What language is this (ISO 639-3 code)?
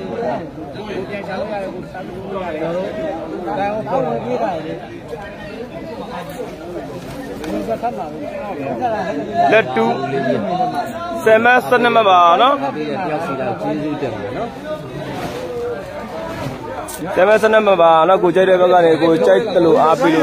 mya